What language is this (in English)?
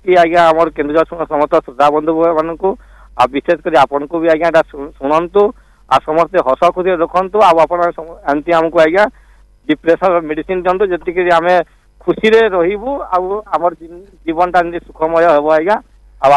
Odia